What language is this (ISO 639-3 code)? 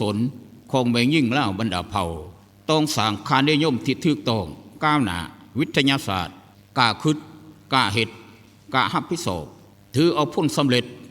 lao